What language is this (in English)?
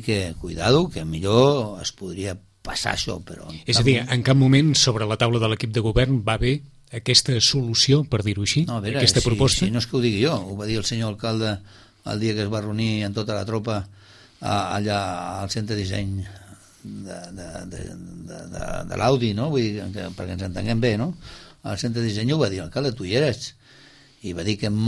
Catalan